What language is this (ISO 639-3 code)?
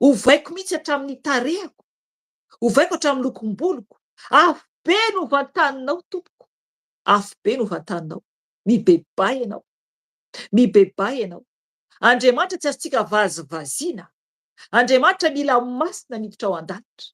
mlg